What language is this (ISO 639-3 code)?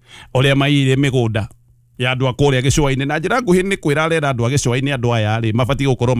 kik